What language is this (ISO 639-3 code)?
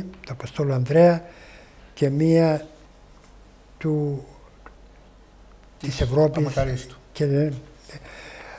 ell